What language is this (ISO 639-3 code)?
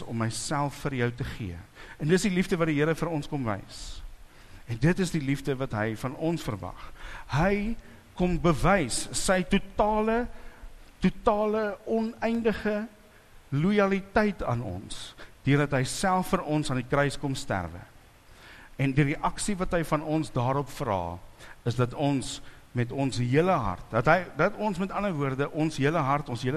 afr